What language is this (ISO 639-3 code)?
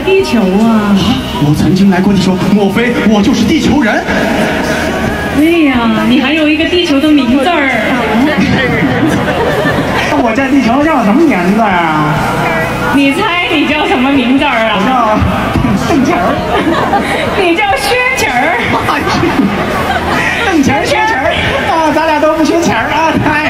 zho